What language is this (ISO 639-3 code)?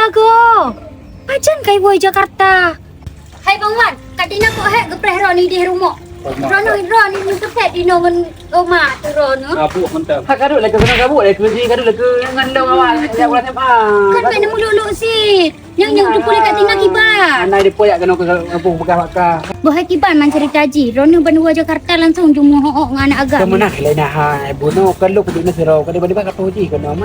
ace